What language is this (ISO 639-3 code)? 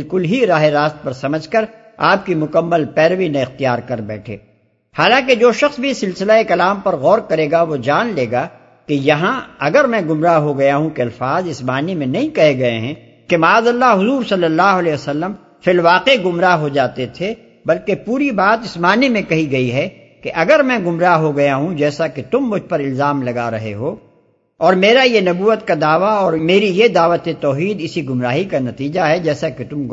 urd